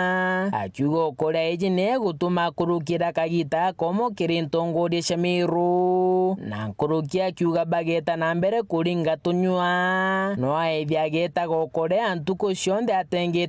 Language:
Meru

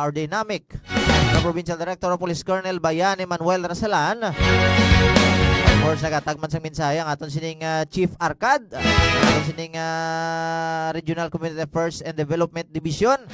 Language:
Hiligaynon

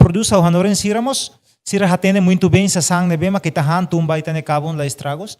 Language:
Tetum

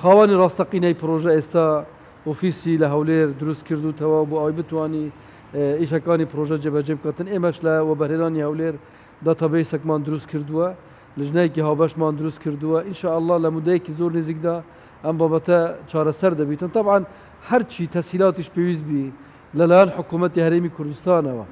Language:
Central Kurdish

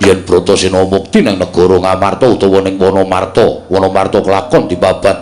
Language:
Javanese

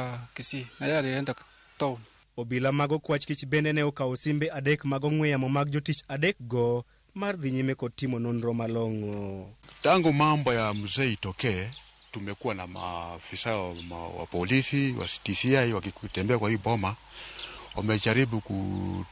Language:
Luo (Kenya and Tanzania)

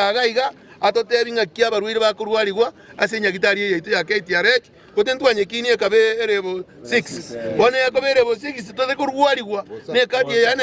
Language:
Gusii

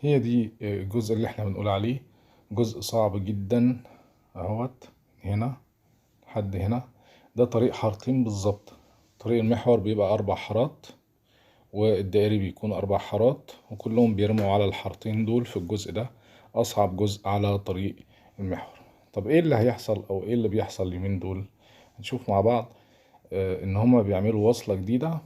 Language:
Egyptian Arabic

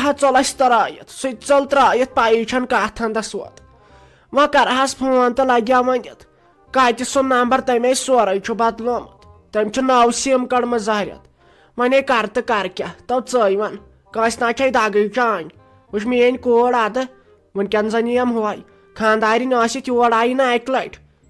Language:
Kashmiri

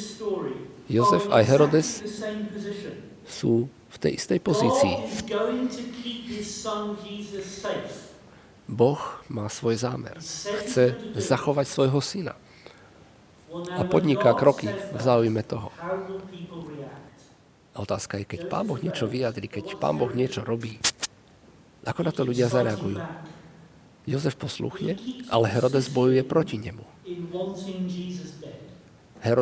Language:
Slovak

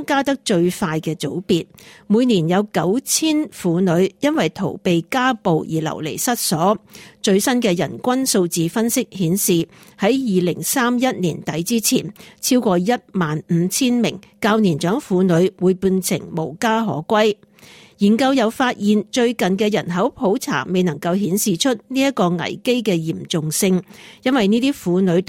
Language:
Cantonese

